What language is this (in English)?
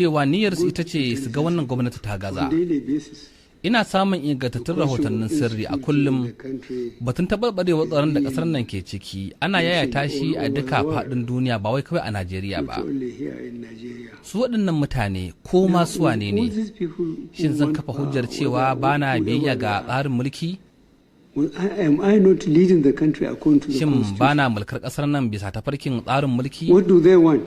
Hausa